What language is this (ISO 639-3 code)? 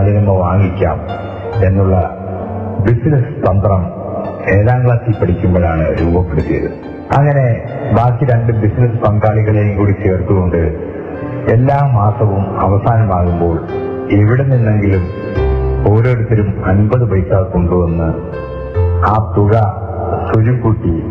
mal